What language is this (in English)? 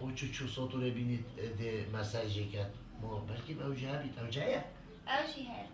Kurdish